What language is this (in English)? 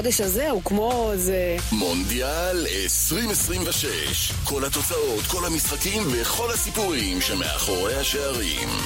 Hebrew